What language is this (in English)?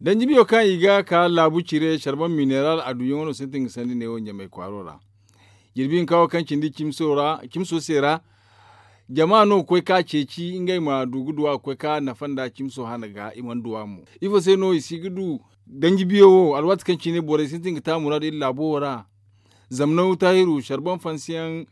Zarma